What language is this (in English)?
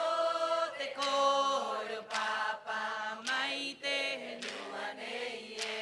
Rapanui